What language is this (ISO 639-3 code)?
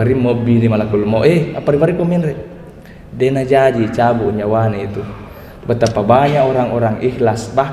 bug